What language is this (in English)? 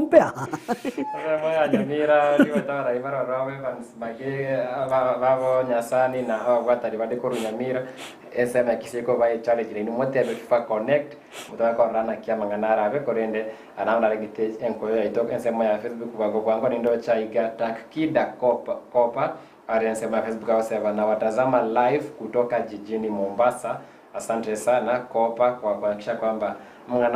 Gusii